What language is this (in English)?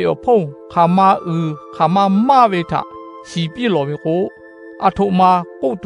Lahu